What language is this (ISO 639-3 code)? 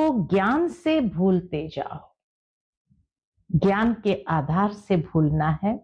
hin